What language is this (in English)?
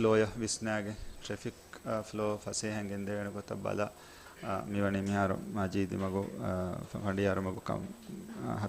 Divehi